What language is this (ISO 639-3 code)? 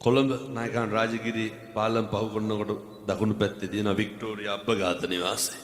sin